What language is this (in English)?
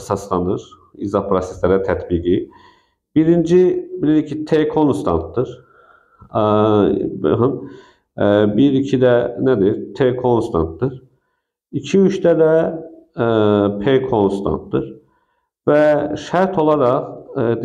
Azerbaijani